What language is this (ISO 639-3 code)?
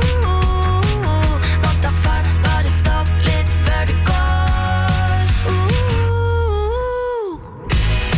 nor